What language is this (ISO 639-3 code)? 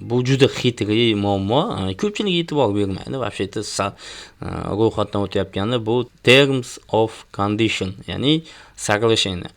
uzb